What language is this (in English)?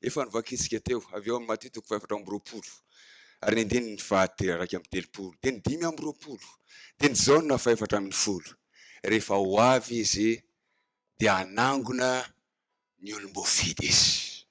Malagasy